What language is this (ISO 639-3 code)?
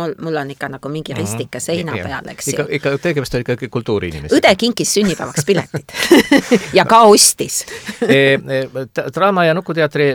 est